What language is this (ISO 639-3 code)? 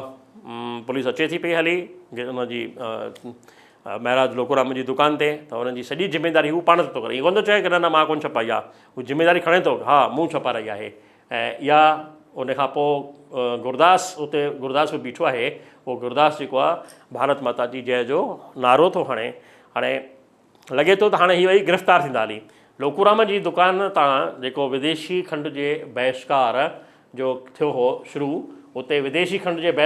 snd